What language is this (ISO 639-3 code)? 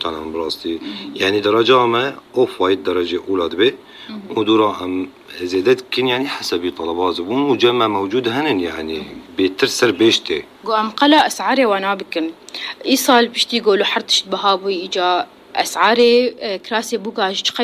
apc